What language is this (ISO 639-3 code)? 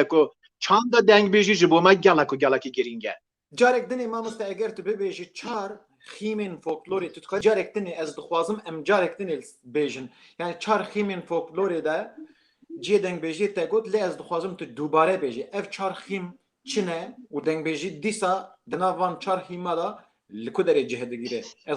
kur